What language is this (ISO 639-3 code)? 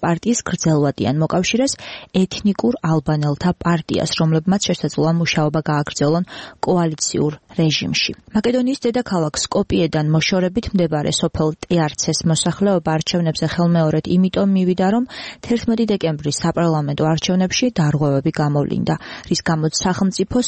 kat